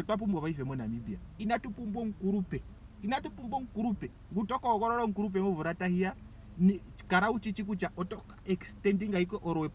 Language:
Ndonga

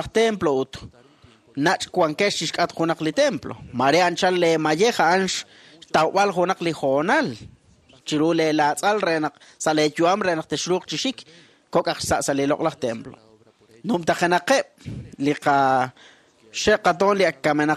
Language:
Kekchí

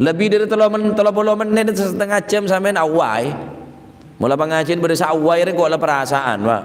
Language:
Madurese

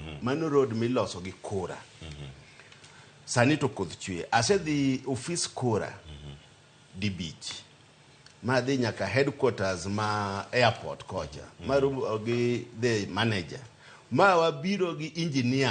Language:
Luo (Kenya and Tanzania)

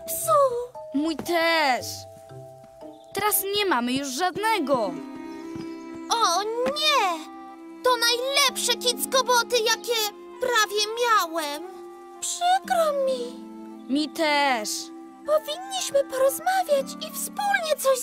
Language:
Polish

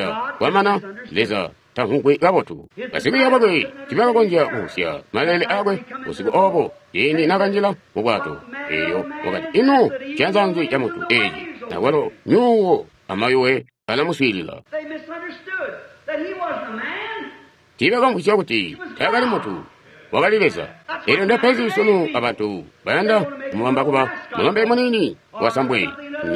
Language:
Tonga (Zambia)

